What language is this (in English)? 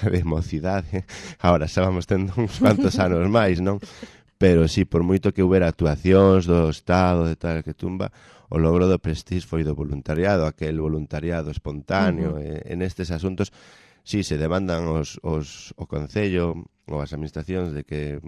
Galician